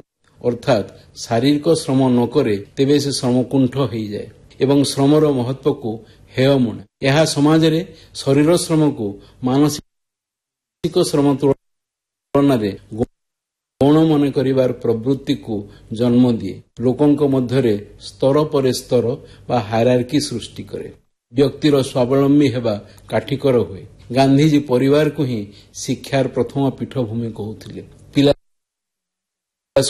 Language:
Odia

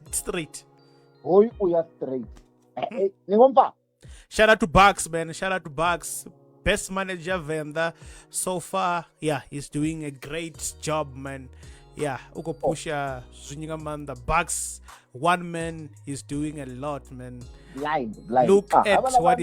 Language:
Venda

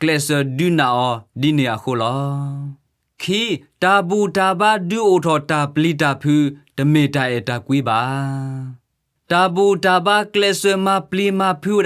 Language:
S'gaw Karen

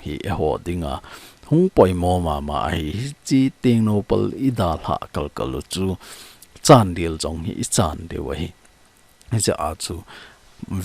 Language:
Thado Chin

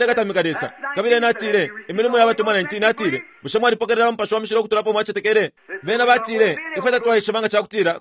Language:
Bemba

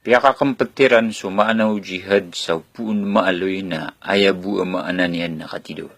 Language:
Maranao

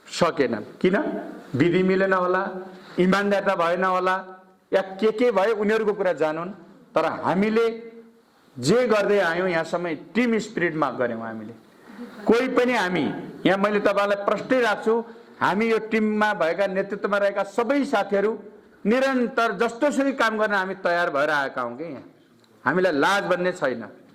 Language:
Nepali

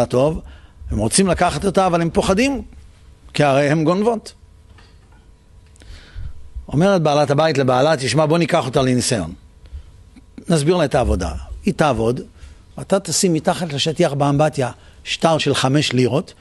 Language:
Hebrew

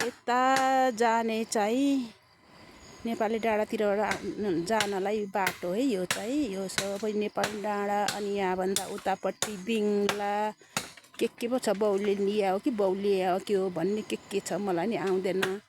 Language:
Nepali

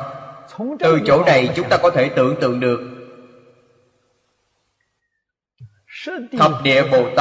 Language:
Vietnamese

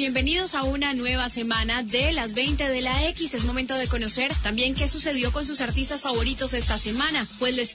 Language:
Spanish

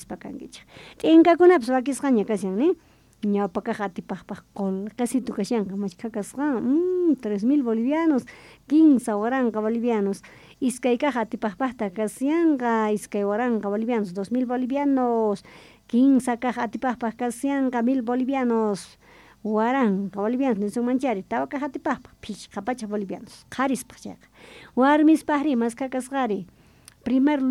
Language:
South Bolivian Quechua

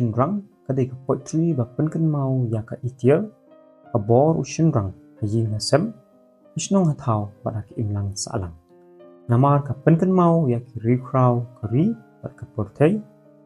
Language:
Khasi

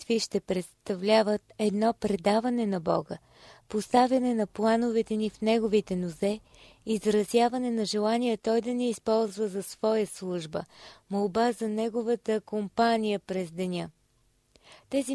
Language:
Bulgarian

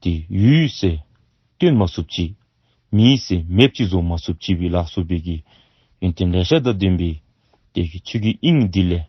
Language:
Dzongkha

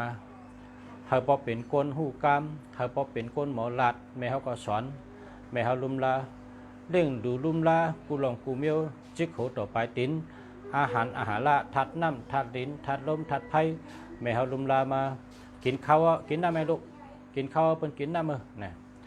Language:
Shan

